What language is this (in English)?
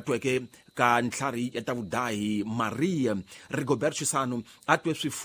Tsonga